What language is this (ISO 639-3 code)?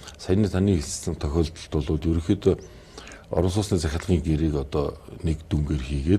mon